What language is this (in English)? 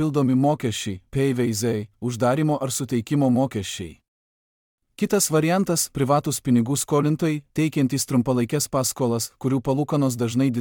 Lithuanian